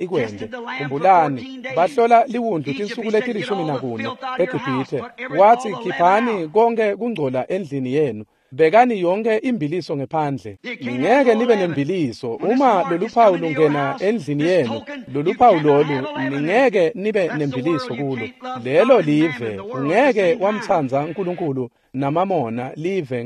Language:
Swati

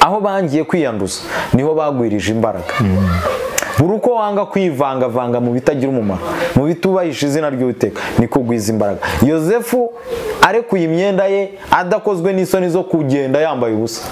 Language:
Kinyarwanda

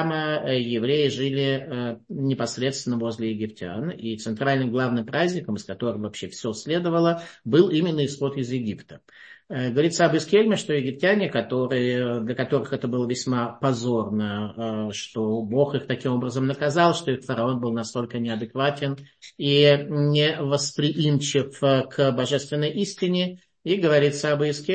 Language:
Russian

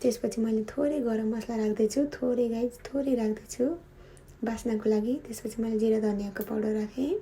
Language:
Nepali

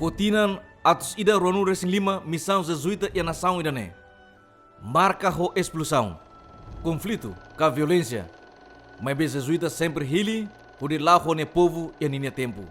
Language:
Tetum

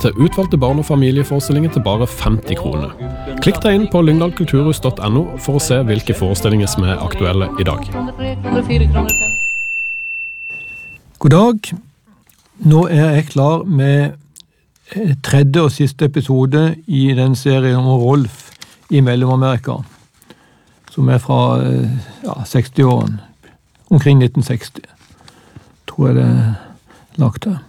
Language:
Norwegian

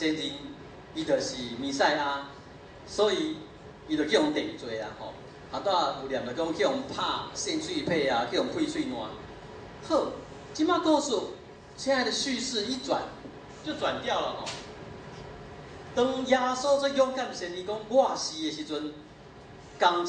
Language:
Min Nan Chinese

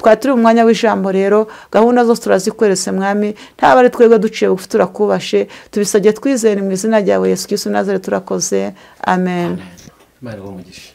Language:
Kinyarwanda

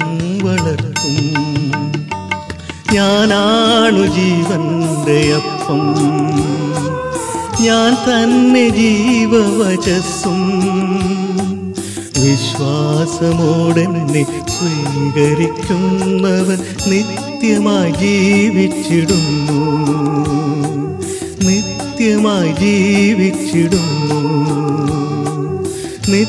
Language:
Malayalam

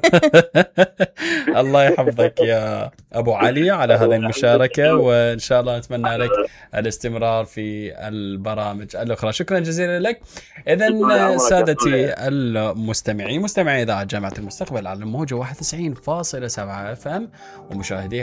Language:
Mesopotamian Arabic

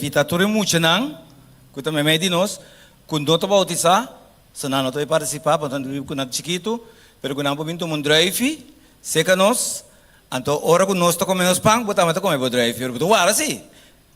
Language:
Papiamento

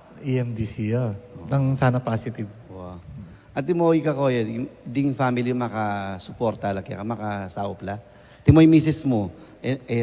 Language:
Pampanga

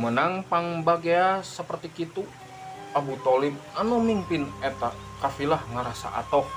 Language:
Sundanese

